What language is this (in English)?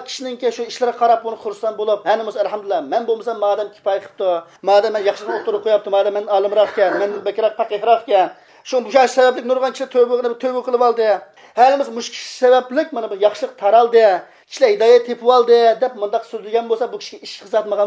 Uyghur